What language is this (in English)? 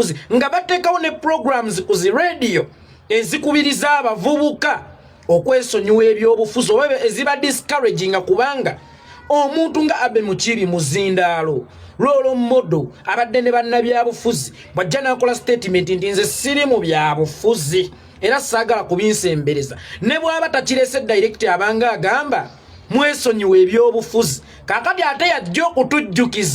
Ganda